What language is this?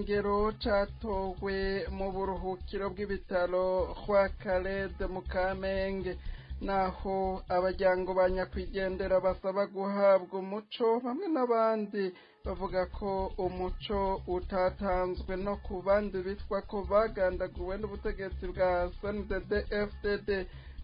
Rundi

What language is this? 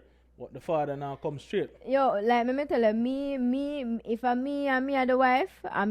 Jamaican Creole English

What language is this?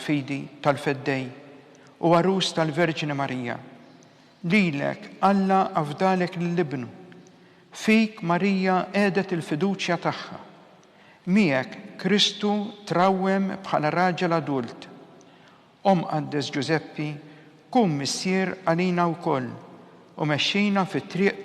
Maltese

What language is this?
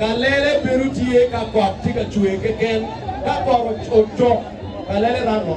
Acoli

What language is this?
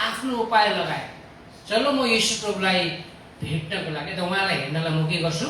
Nepali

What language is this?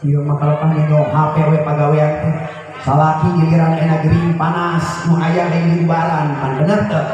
Sundanese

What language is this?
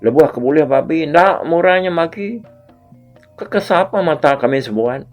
Iban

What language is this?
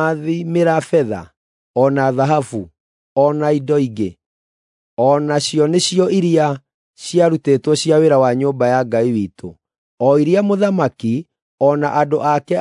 Kikuyu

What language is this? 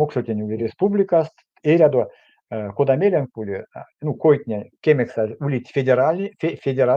Erzya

